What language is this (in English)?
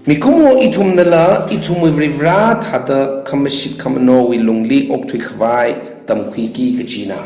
Tangkhul Naga (India)